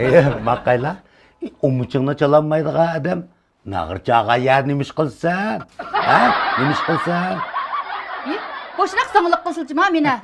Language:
Uyghur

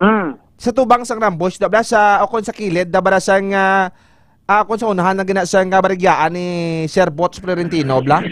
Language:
Hiligaynon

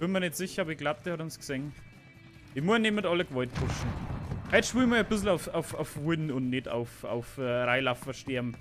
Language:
Bavarian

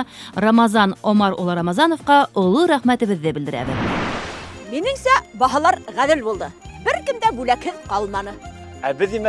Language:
Bashkir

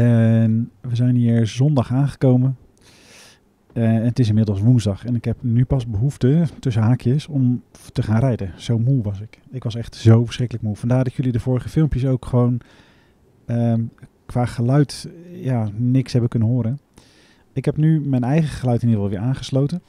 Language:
Dutch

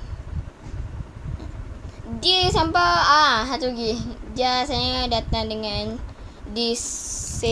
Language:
Malay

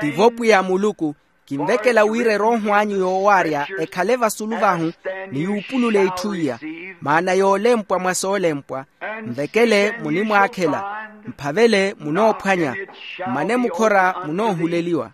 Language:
Makhuwa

